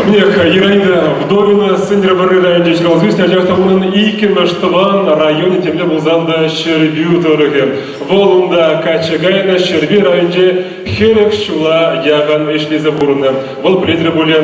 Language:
Chuvash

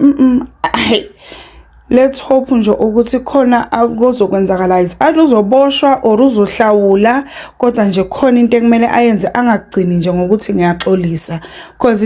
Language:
Zulu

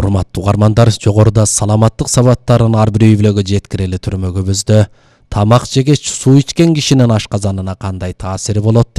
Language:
Kyrgyz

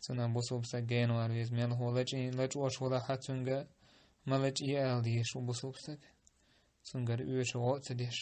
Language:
Chechen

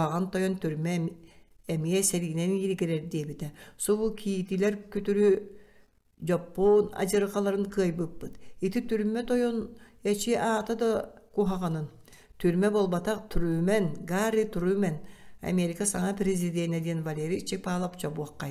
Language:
Yakut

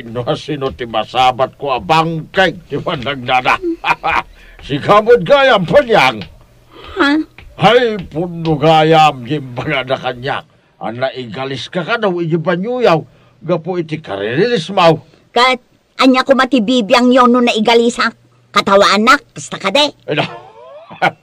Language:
Iloko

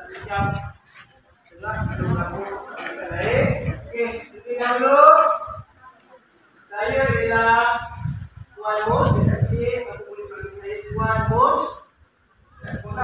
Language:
Malay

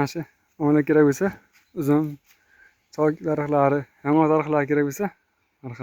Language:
Uzbek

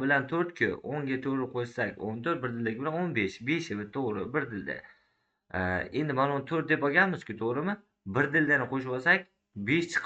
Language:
Uzbek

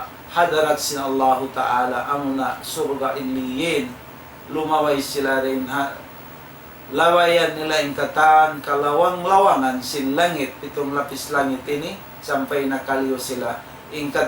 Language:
Tausug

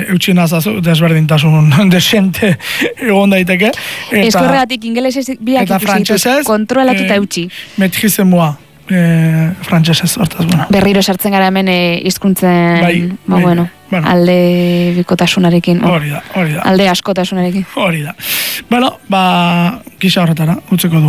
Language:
Basque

